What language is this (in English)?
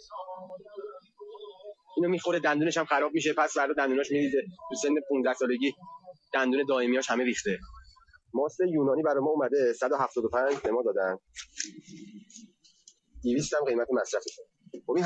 Persian